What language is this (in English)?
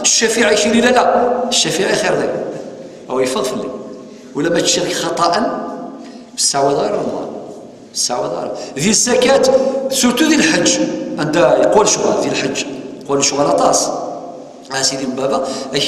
Kabyle